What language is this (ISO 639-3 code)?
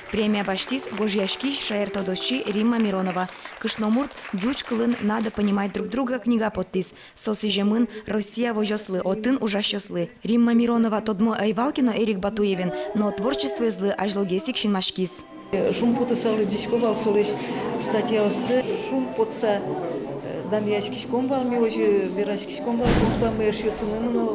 udm